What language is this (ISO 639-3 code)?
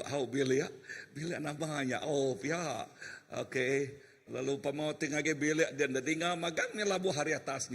iba